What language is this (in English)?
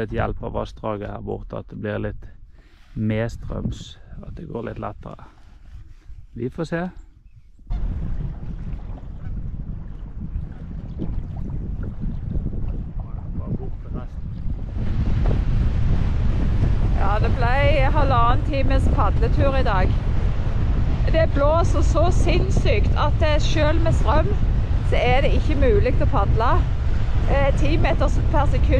Norwegian